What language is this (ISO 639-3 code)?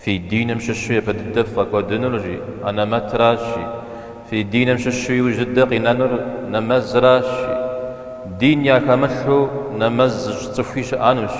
kbd